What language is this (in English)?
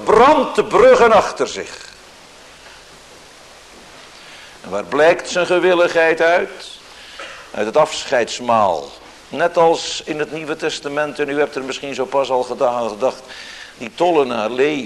Dutch